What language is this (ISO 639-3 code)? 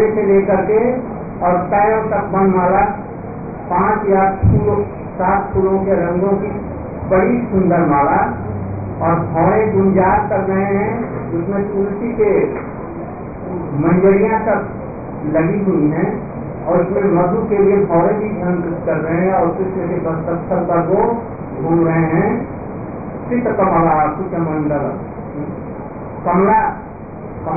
hin